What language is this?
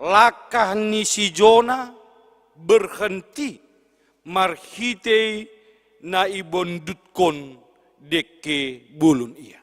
Batak Simalungun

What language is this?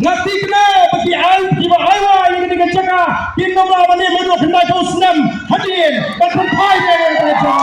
Khasi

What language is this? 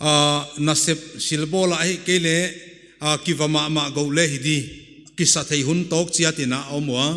Paite Chin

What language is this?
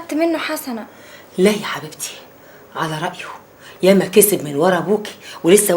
Egyptian Arabic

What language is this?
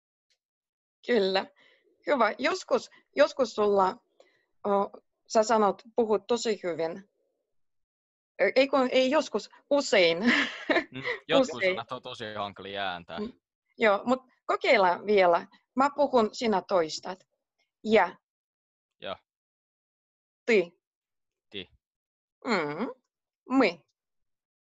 Finnish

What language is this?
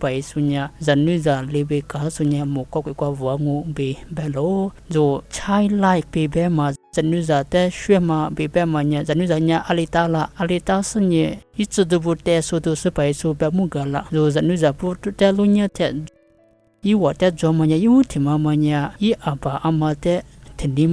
Lisu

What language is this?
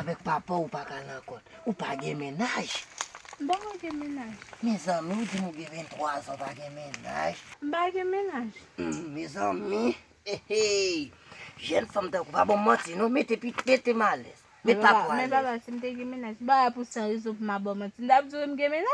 Haitian Creole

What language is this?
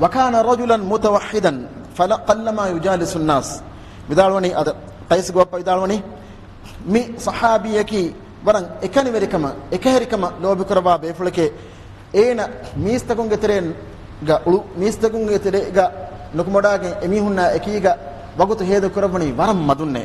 Divehi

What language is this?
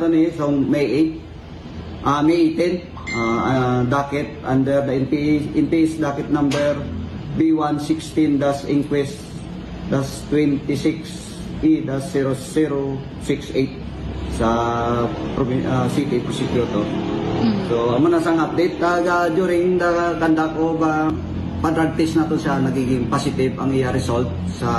Hiligaynon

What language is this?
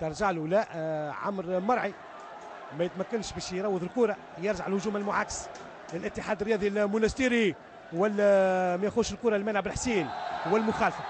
Tunisian Arabic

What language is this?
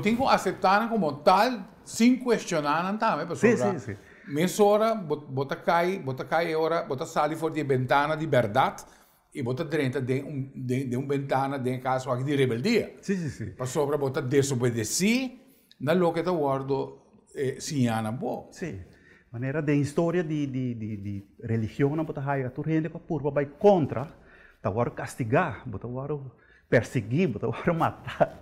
Papiamento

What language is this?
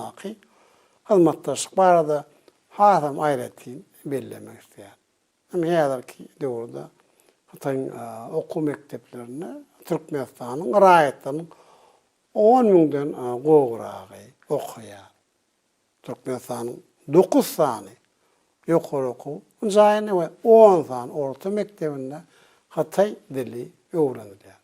Turkmen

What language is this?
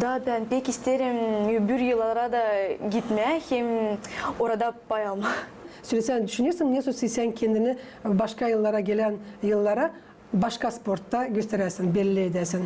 Gagauz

